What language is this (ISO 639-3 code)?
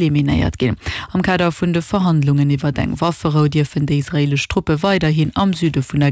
ltz